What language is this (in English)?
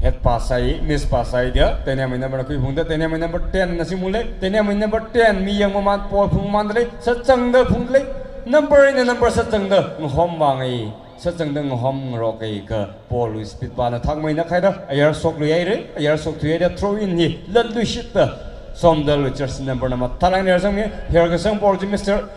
Tangkhul Naga (India)